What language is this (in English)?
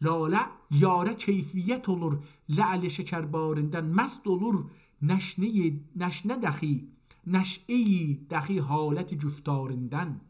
South Azerbaijani